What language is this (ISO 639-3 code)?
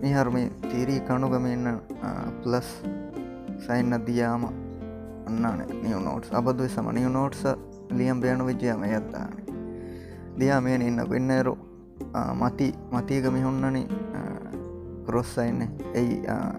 div